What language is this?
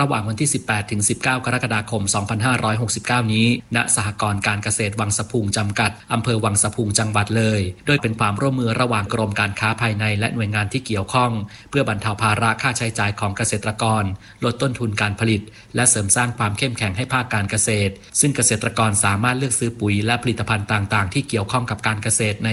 Thai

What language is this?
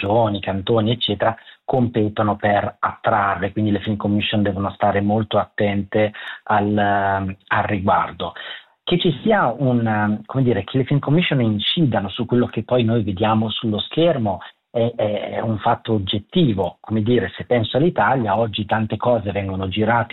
Italian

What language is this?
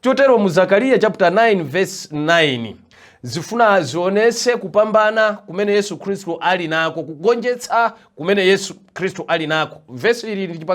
Nyanja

